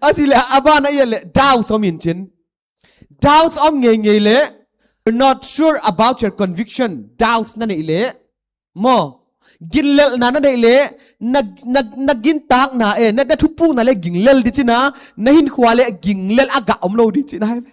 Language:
Paite Chin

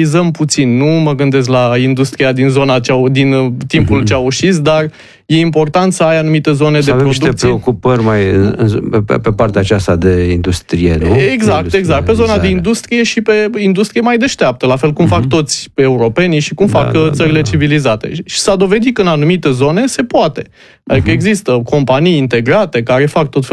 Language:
Romanian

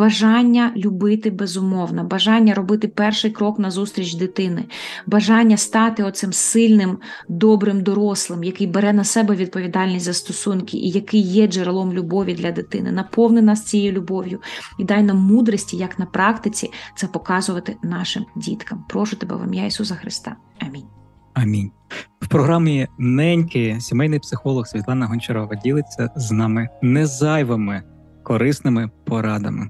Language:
Ukrainian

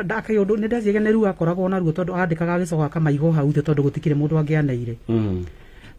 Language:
Kikuyu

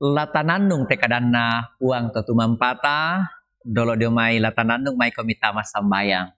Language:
Toraja-Sa'dan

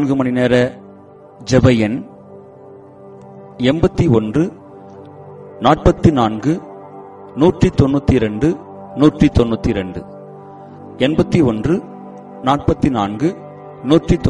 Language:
Tamil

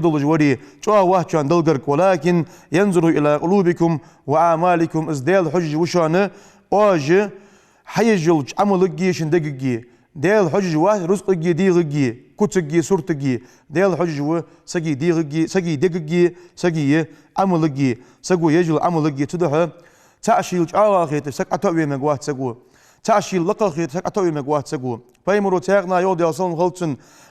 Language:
Ingush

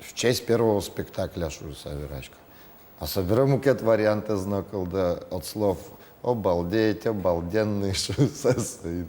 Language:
Udmurt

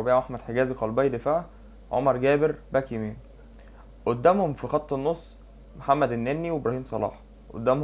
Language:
Egyptian Arabic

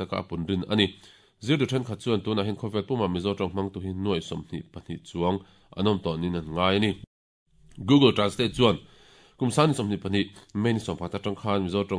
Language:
Mizo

